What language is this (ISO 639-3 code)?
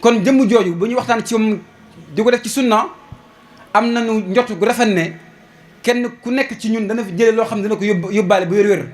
wol